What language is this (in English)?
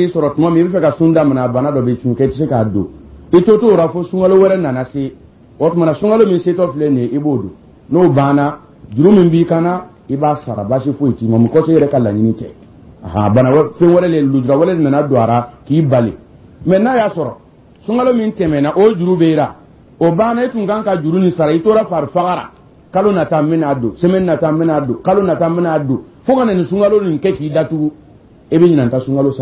Dyula